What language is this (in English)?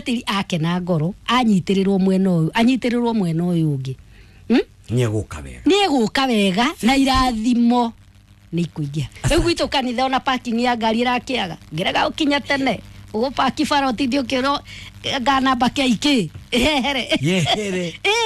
Kikuyu